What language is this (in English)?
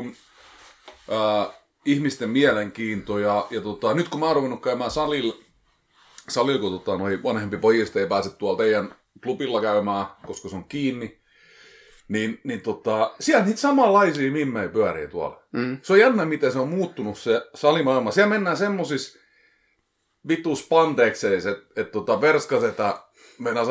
Finnish